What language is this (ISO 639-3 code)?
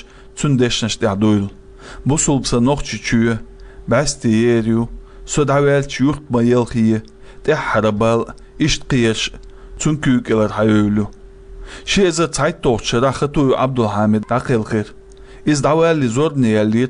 che